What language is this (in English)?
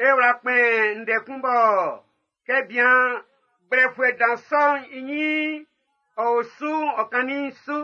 Baoulé